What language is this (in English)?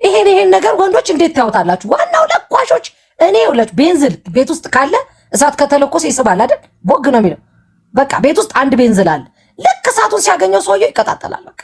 Amharic